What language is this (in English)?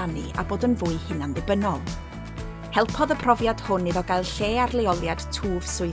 Welsh